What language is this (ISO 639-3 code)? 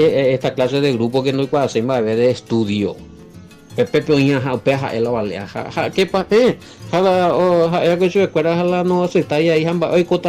grn